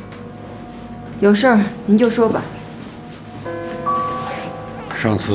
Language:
Chinese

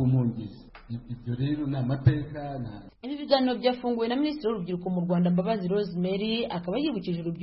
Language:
Kinyarwanda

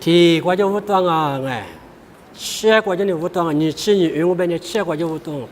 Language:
Lisu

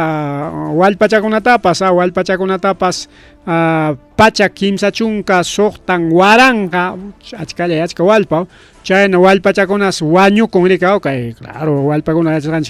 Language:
Ayacucho Quechua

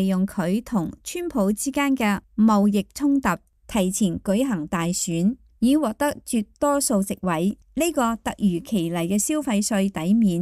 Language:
Cantonese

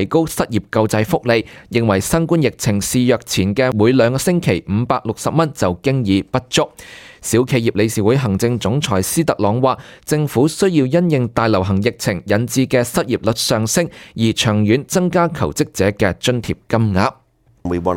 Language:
Cantonese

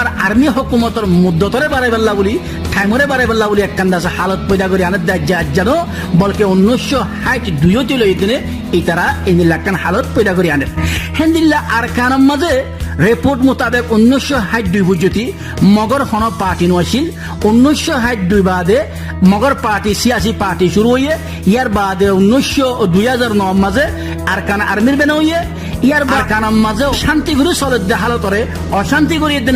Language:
Rohingya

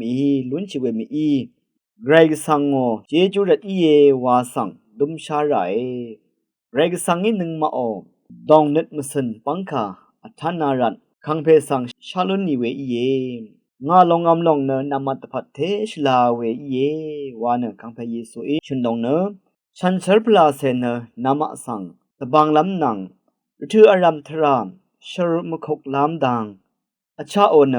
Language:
Rawang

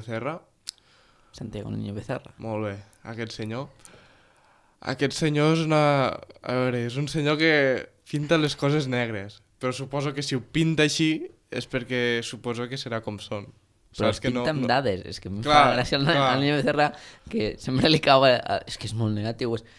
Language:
Catalan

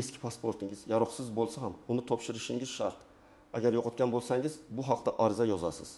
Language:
Uzbek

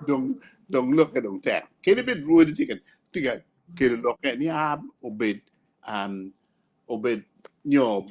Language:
Acoli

